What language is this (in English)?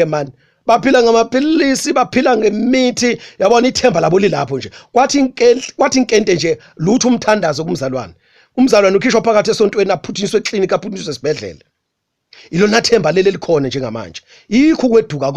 Zulu